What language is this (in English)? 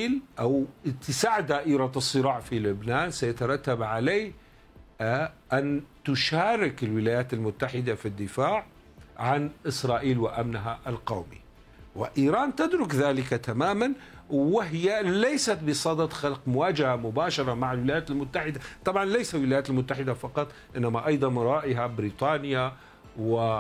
Arabic